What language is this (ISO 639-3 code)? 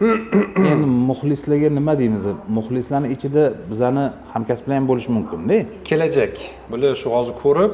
uzb